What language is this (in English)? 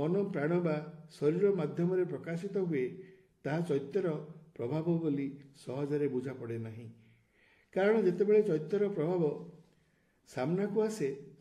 Odia